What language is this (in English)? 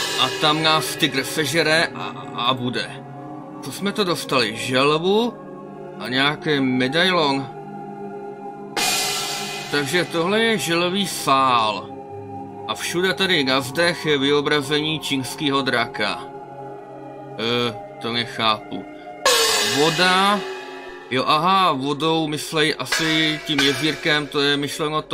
Czech